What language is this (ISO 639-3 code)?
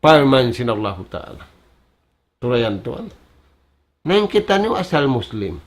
tsg